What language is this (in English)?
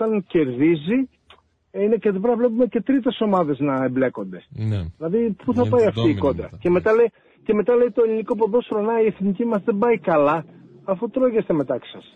Greek